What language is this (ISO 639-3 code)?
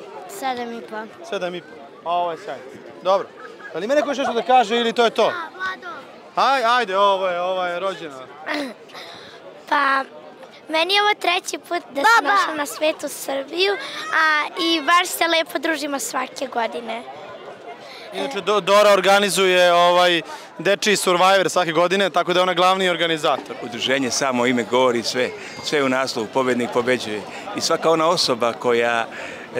srp